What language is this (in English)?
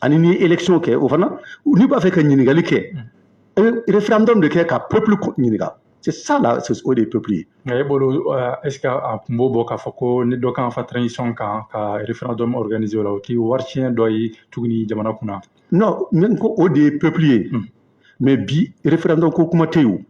Bambara